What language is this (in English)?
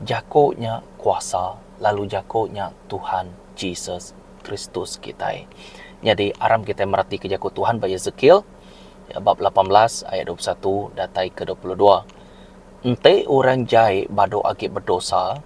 Iban